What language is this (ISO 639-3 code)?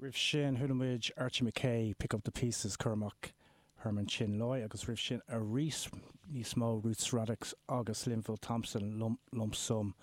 gle